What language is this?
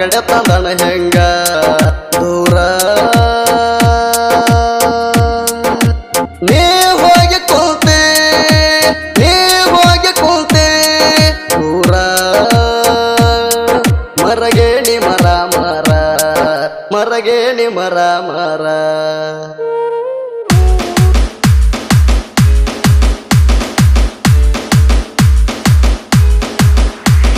Kannada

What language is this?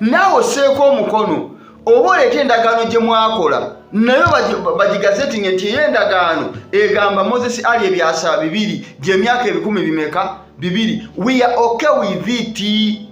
Ganda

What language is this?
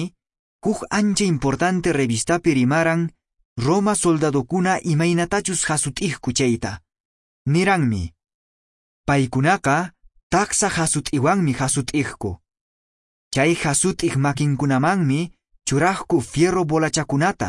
Quechua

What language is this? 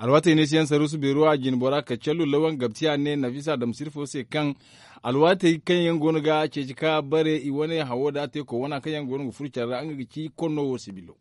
Zarma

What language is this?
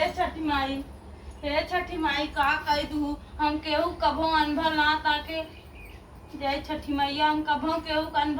Awadhi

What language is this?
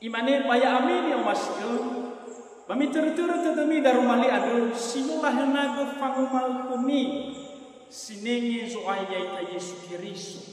Nias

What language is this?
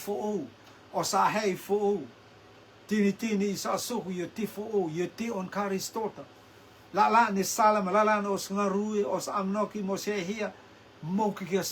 Rotuman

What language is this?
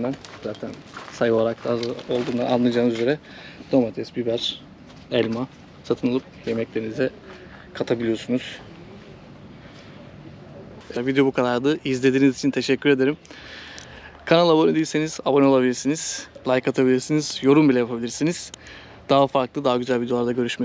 Turkish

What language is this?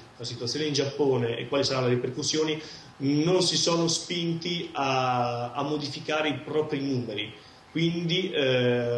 Italian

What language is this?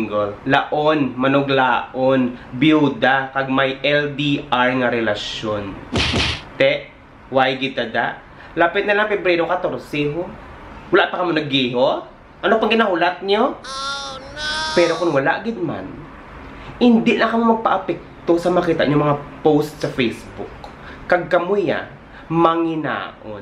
Hiligaynon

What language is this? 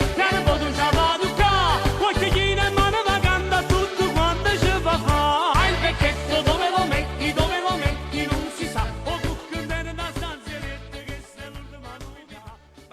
Neapolitan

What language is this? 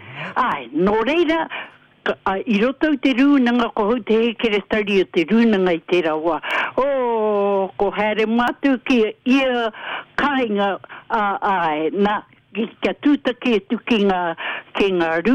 Māori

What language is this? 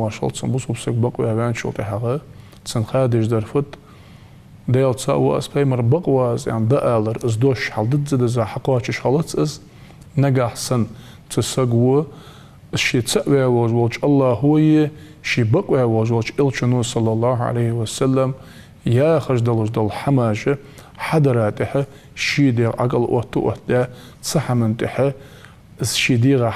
Ingush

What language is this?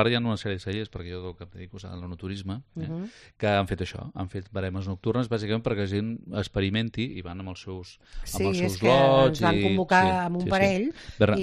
Catalan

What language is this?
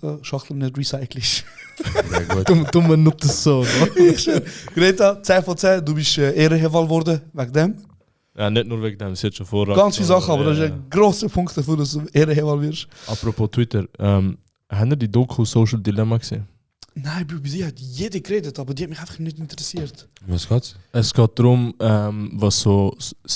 Swiss German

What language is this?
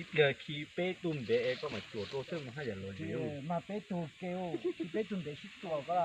Hmong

